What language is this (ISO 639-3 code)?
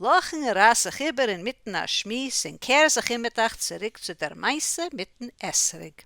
yid